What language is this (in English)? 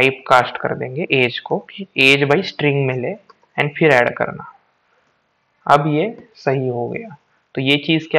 Hindi